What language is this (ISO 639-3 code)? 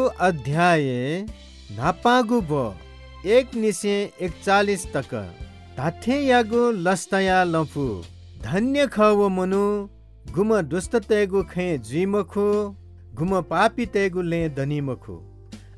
new